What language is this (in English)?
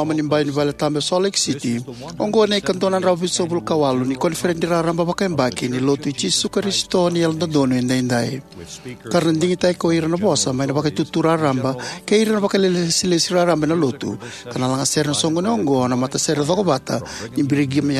Fijian